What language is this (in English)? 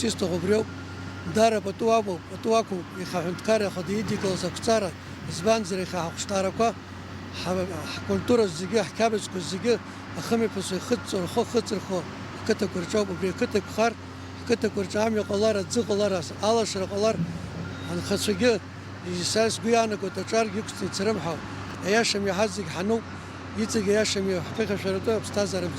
Abkhazian